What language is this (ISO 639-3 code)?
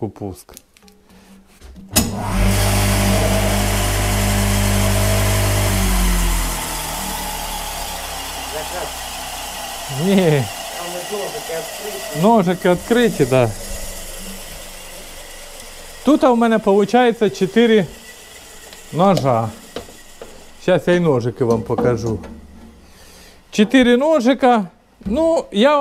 ukr